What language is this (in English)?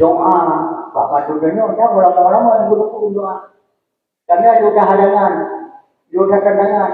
Achinese